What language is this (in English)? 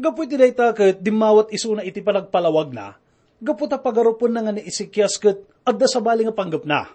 Iloko